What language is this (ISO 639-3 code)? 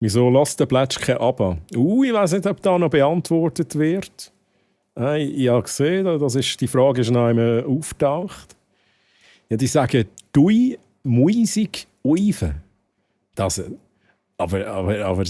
gsw